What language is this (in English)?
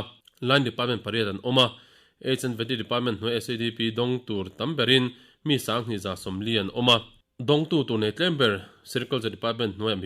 Mizo